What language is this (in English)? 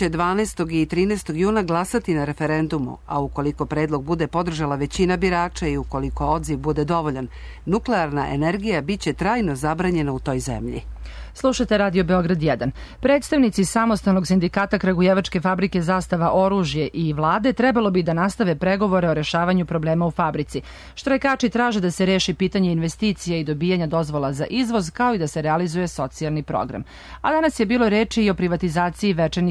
Serbian